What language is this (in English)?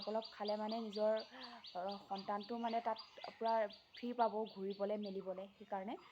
Assamese